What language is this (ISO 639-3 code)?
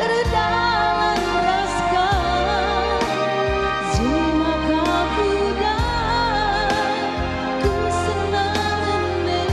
btx